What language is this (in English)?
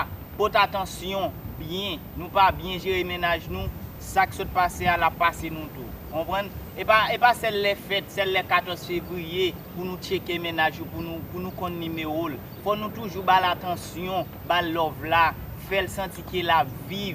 Haitian Creole